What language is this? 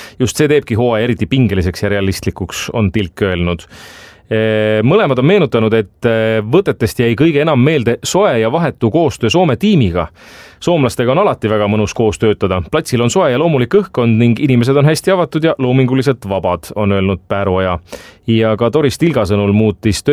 Estonian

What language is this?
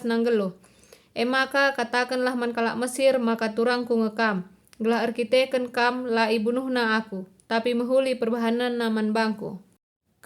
Batak Karo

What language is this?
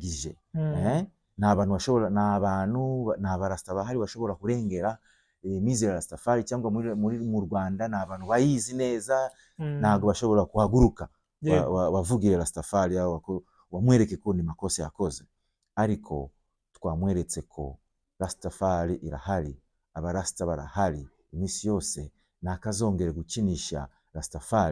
Kinyarwanda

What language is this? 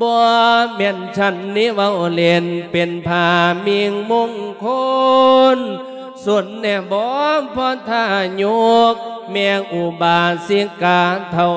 Lao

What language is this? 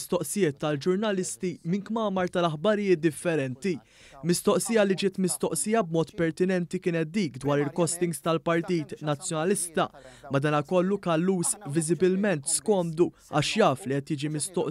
Maltese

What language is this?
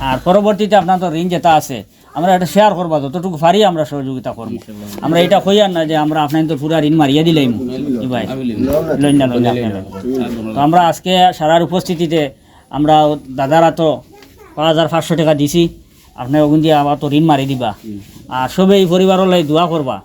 Sylheti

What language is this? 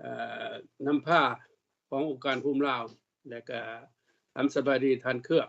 Lao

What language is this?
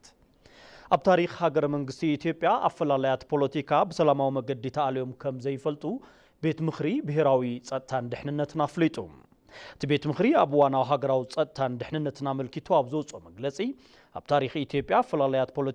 Tigrinya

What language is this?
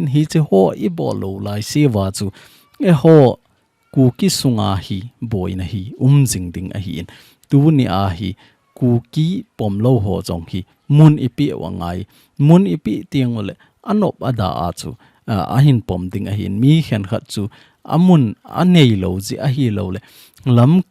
Thado Chin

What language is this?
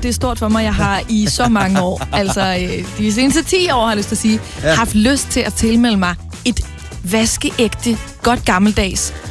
Danish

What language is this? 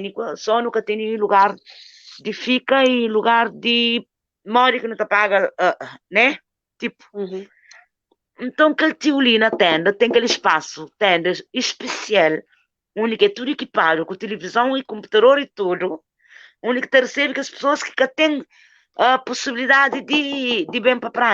Kabuverdianu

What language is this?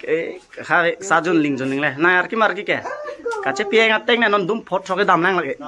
Karbi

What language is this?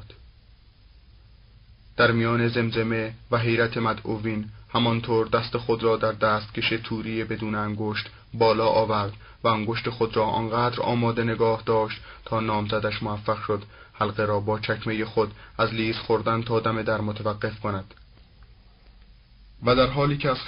Persian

